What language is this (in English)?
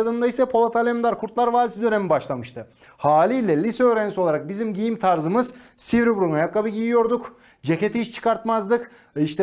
Turkish